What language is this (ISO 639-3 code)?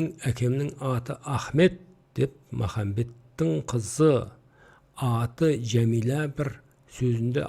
kaz